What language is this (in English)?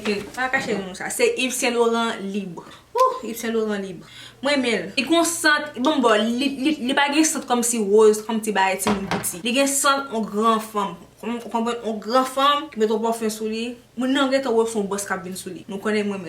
Haitian Creole